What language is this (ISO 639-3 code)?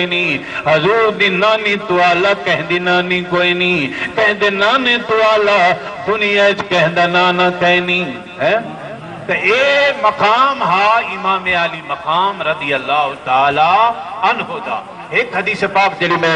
skr